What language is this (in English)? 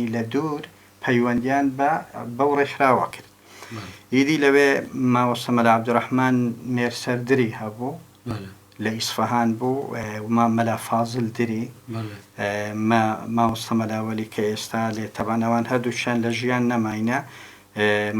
Central Kurdish